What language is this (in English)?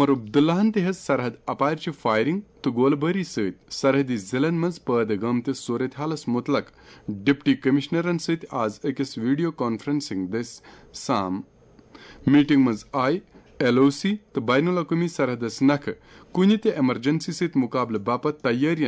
Kashmiri